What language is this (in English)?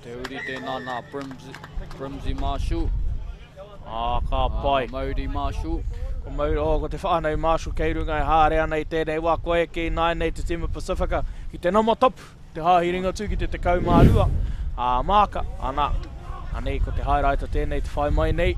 Māori